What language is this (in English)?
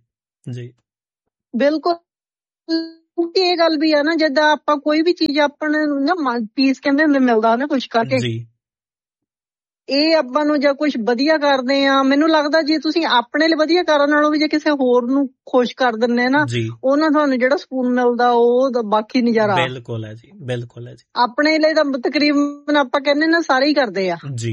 Punjabi